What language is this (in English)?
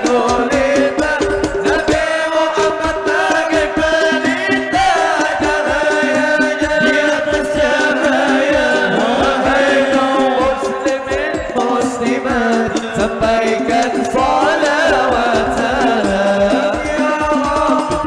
Banjar